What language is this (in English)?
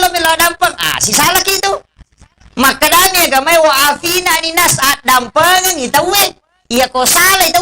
Buginese